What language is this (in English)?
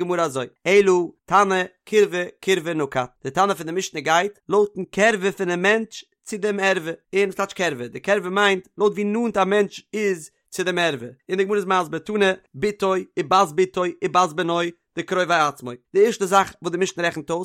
Yiddish